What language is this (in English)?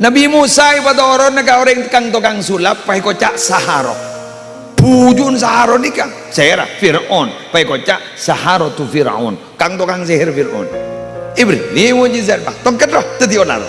Madurese